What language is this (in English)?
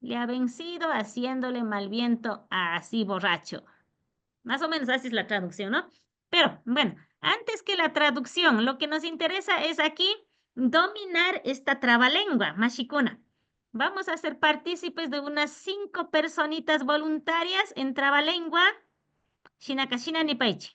Imbabura Highland Quichua